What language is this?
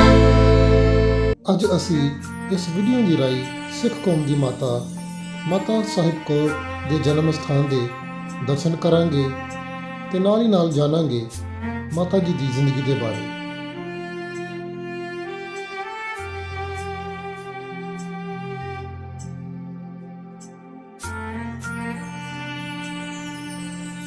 Punjabi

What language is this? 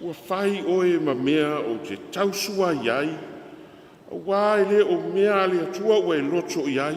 Samoan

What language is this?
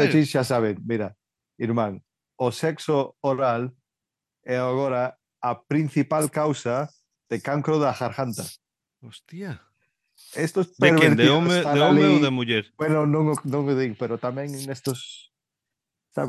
Galician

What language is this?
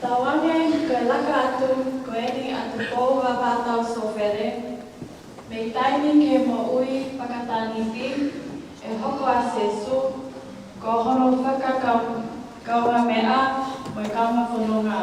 Tongan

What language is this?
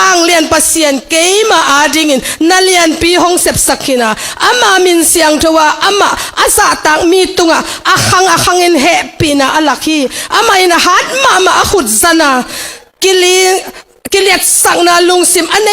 Tedim Chin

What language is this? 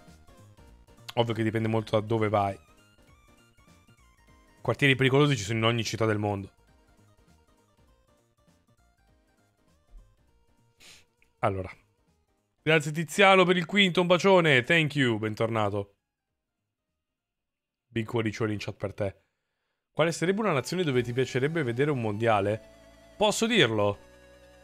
Italian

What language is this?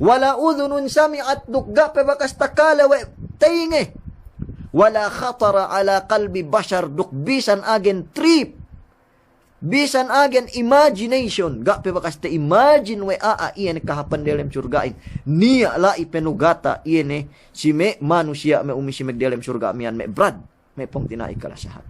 Yakan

